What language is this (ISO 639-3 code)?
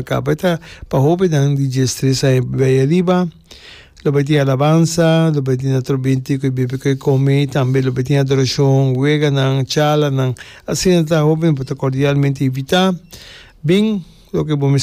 pap